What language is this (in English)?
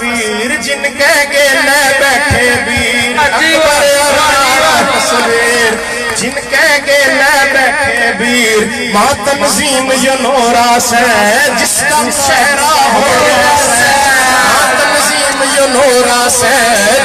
Haryanvi